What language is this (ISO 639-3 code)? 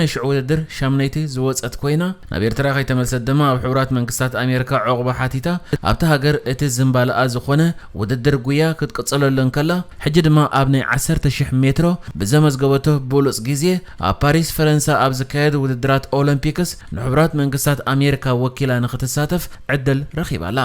tir